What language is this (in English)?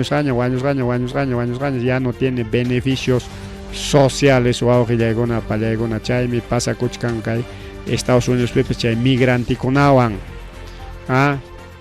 Ayacucho Quechua